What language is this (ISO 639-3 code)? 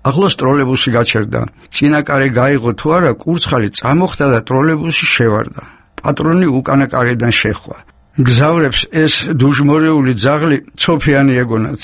kat